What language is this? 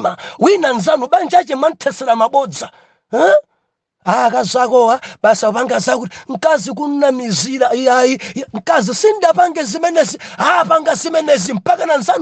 Nyanja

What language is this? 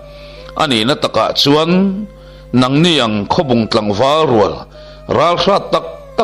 Mizo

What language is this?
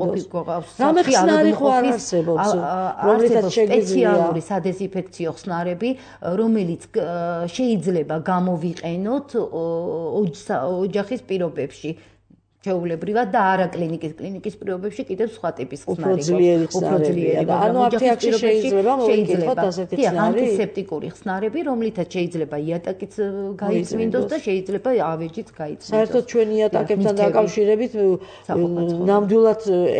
Georgian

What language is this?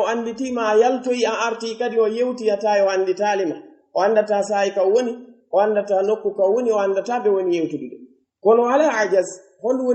Pular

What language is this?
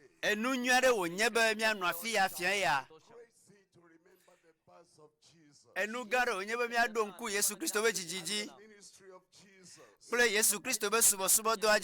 Ewe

